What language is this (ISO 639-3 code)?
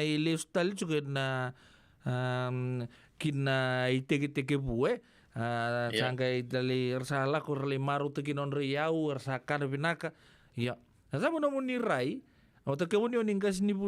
fij